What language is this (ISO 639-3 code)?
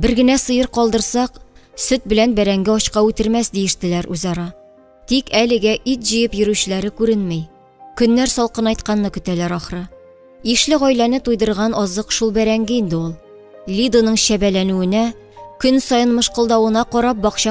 tat